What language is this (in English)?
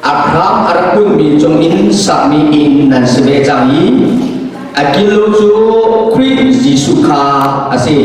Falam Chin